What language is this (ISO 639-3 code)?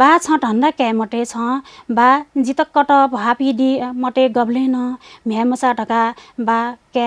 new